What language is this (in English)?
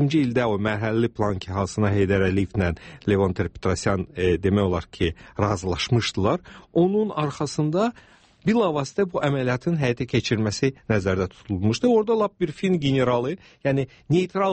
Azerbaijani